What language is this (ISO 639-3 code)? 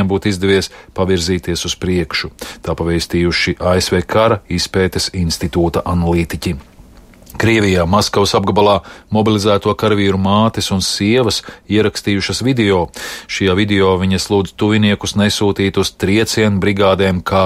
lav